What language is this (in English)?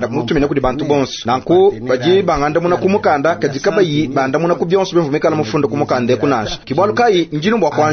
Luba-Lulua